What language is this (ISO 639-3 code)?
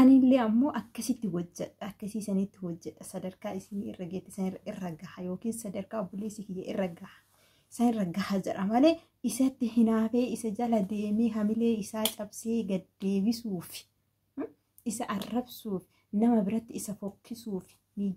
orm